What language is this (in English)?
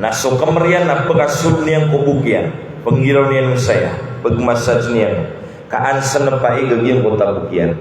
Maranao